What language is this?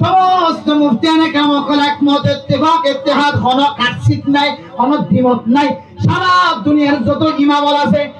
Rohingya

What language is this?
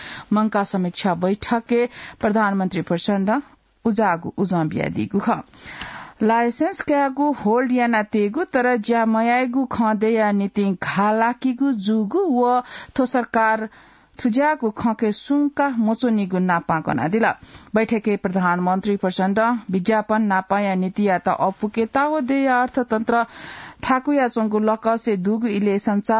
Newari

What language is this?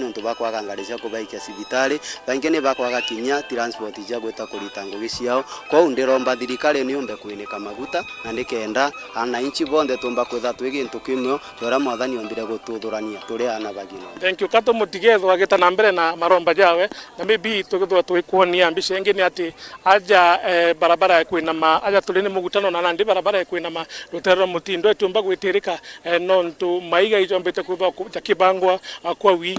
Meru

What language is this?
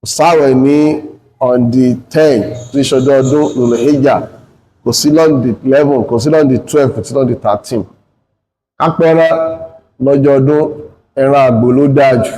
Yoruba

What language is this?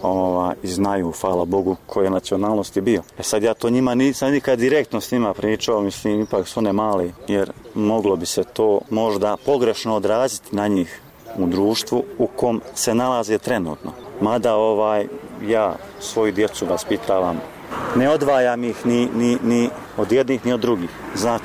Bosnian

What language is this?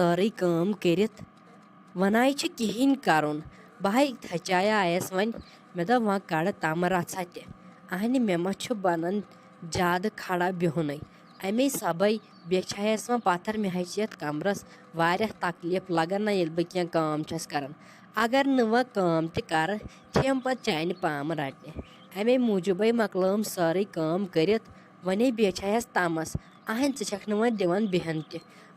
Kashmiri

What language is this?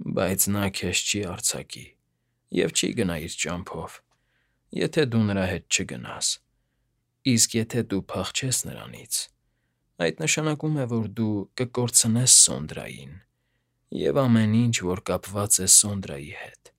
Armenian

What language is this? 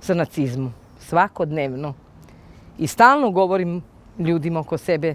Serbian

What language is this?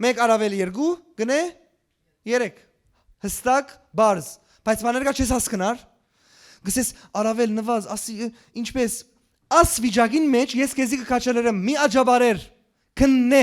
Western Armenian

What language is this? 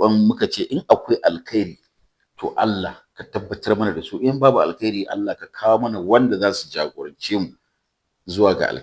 Hausa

